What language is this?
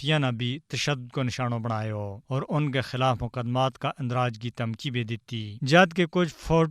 Gujari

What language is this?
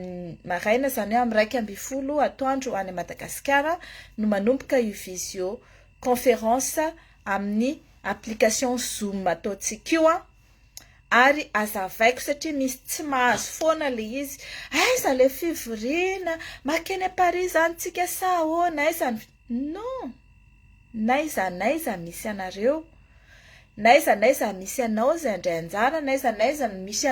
Malagasy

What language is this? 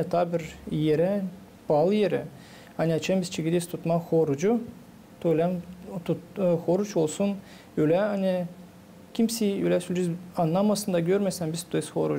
Gagauz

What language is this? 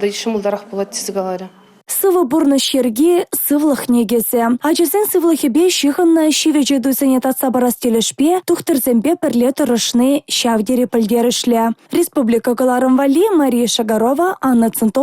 Chuvash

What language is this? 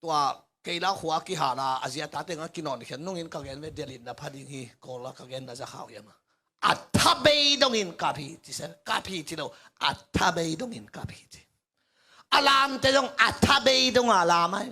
Tedim Chin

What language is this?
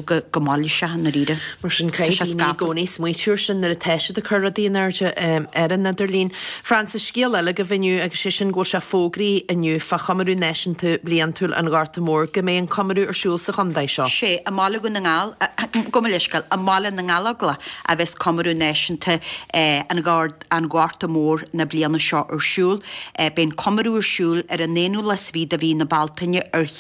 Irish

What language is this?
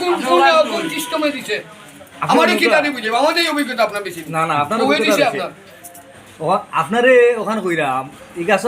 Sylheti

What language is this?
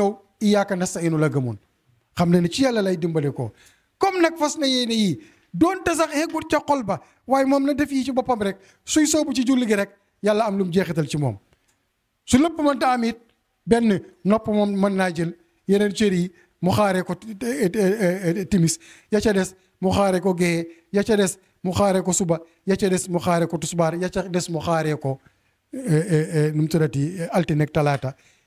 Wolof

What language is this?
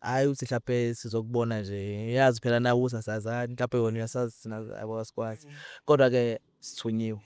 Zulu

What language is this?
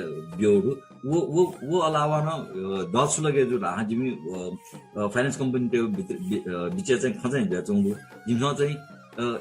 Newari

